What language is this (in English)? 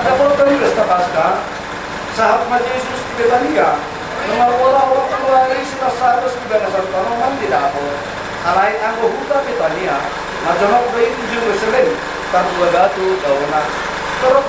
Batak Toba